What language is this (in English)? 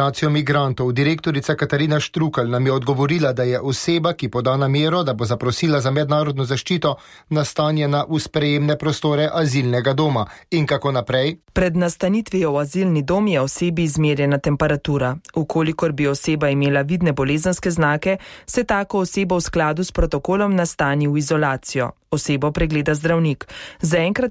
Slovenian